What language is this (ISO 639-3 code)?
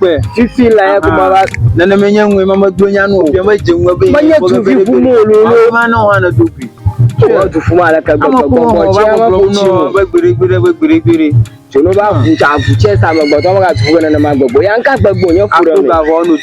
ewe